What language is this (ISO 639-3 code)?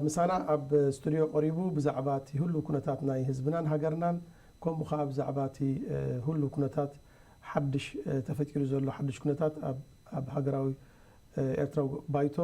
tir